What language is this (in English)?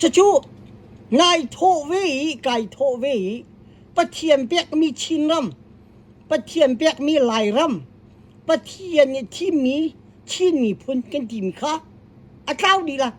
Hakha Chin